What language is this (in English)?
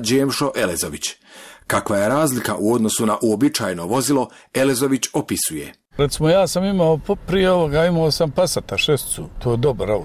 Bosnian